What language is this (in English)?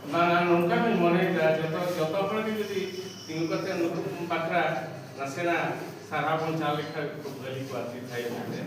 Santali